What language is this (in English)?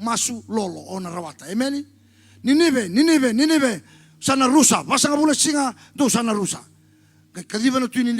Fijian